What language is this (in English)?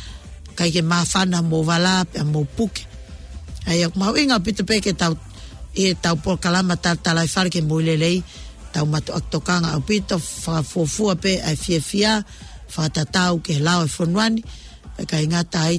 Tongan